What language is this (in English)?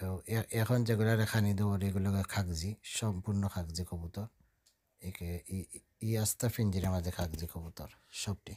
Sylheti